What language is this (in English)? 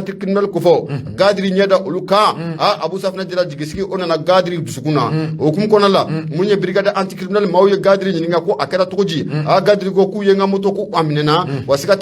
Bambara